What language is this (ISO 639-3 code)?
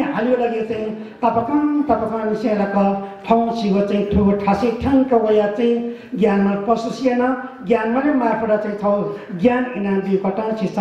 nep